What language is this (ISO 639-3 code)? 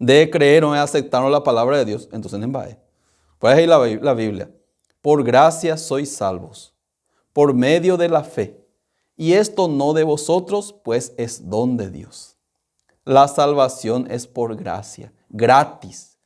grn